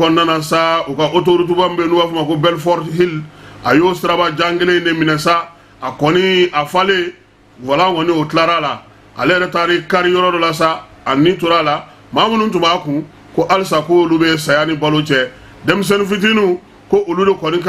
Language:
Bambara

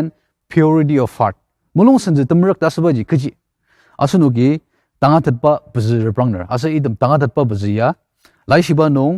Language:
Ao Naga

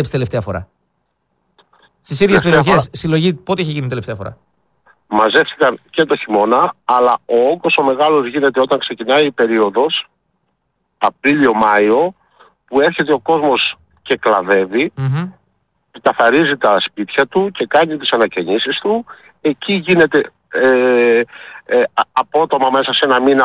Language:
Greek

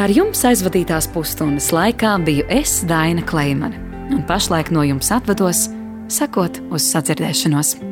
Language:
Latvian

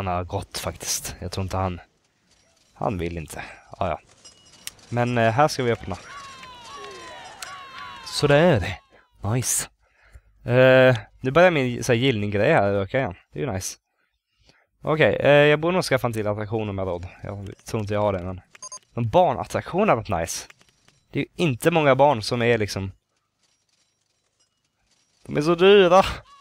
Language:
Swedish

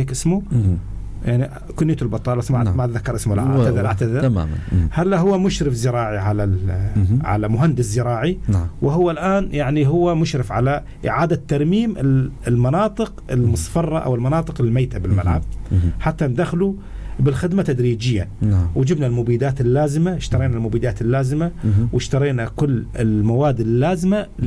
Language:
North Levantine Arabic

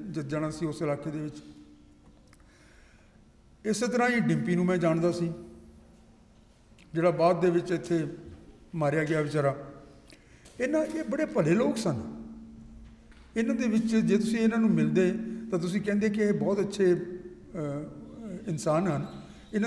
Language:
Punjabi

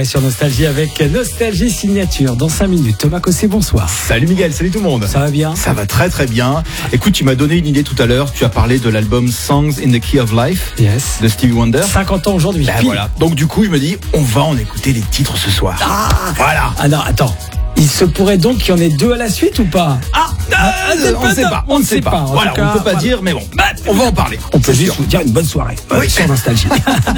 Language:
French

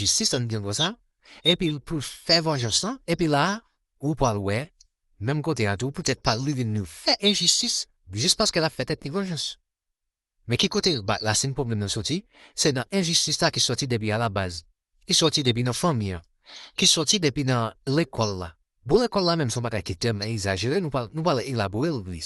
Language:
Haitian Creole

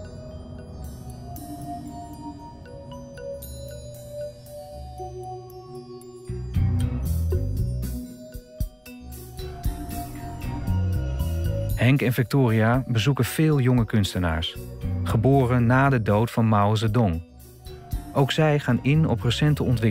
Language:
Dutch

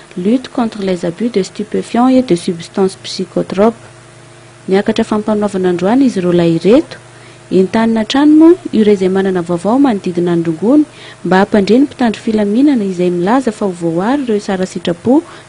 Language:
Malagasy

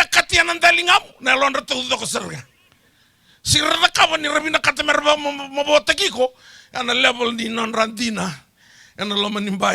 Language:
Fijian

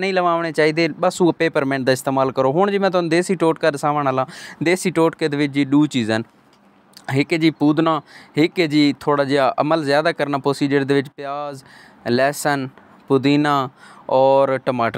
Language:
Saraiki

